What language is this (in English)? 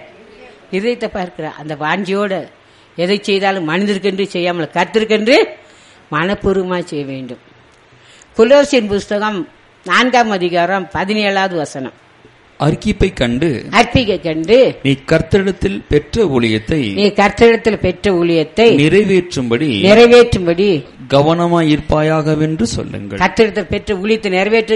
Tamil